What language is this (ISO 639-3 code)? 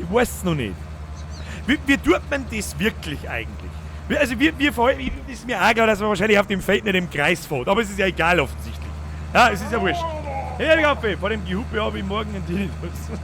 bar